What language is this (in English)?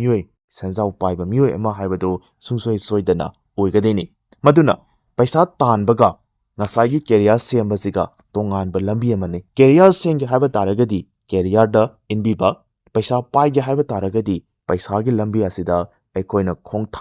Manipuri